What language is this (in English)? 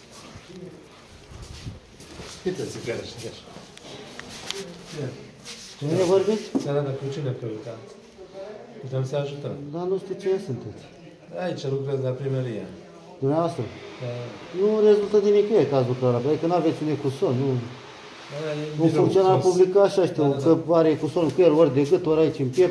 Romanian